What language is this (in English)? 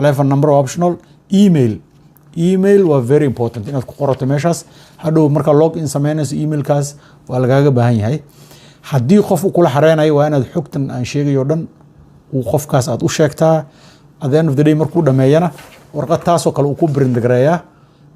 Somali